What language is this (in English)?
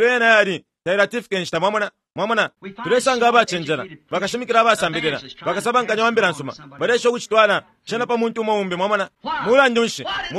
Bemba